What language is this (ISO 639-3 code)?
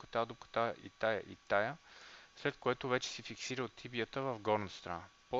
bul